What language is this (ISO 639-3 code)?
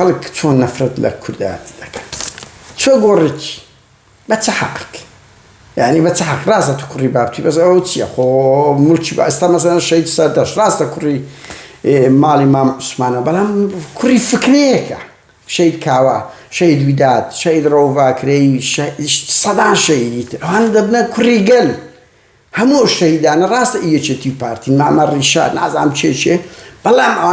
ckb